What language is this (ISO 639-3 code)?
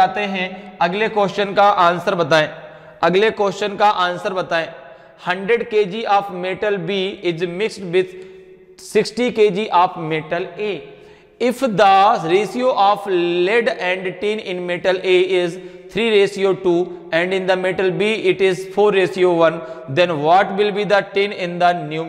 hin